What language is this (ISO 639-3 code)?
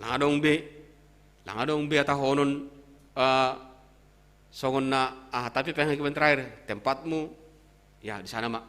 bts